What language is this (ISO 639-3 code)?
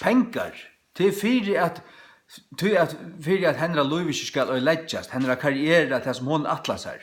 fao